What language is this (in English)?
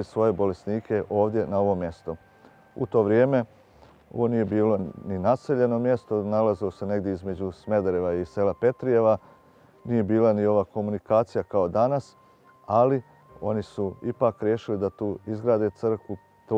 Serbian